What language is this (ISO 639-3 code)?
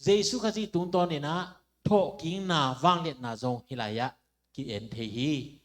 ctd